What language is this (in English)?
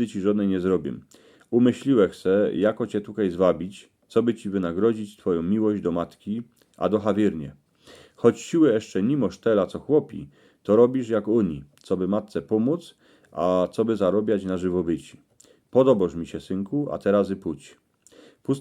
Silesian